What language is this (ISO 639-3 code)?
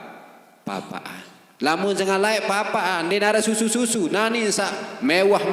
sas